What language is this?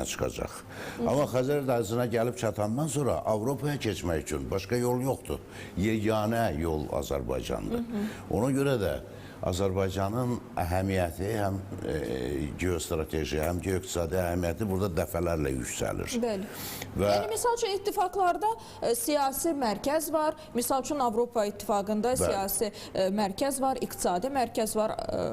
Azerbaijani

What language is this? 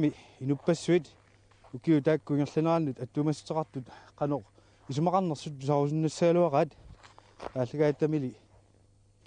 Kalaallisut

